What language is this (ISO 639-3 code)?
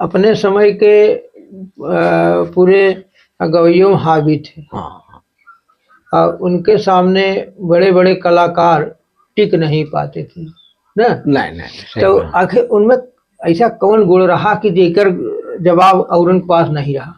awa